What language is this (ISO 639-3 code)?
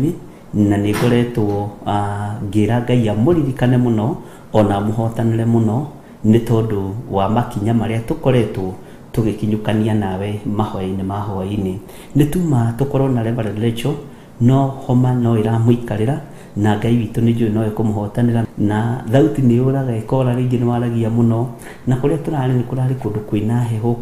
kik